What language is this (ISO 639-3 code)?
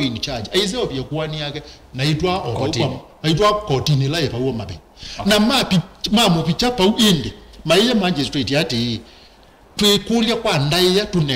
kam